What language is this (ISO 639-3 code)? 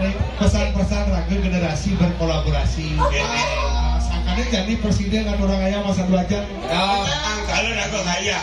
ban